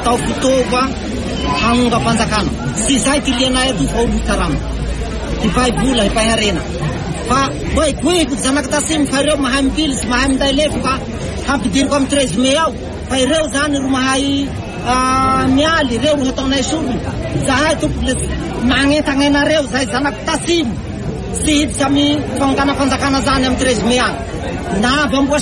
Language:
Malagasy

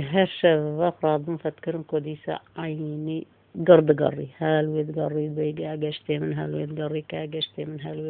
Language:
Kurdish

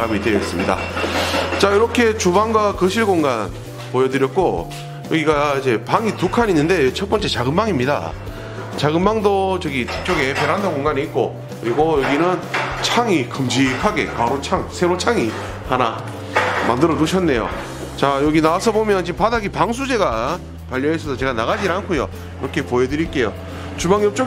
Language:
Korean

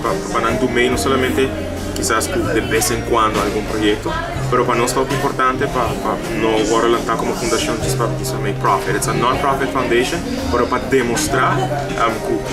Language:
Papiamento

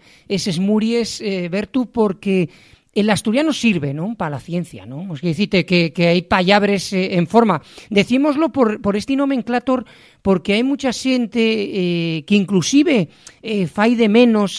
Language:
Asturian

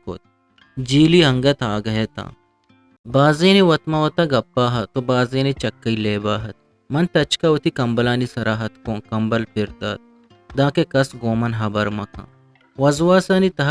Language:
Eastern Balochi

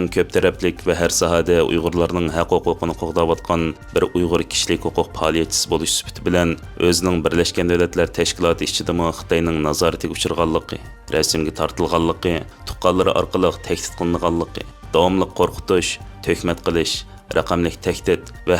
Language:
Uyghur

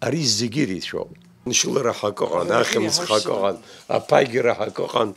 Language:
Abkhazian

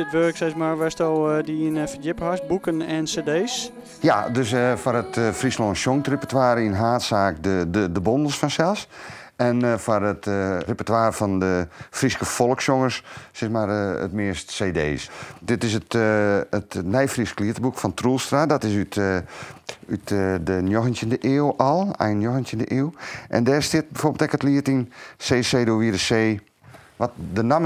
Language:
Western Frisian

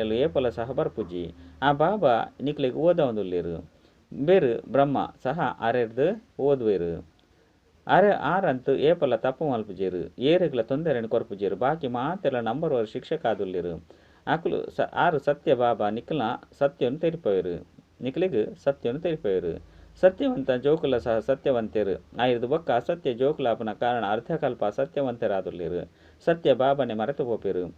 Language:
Tulu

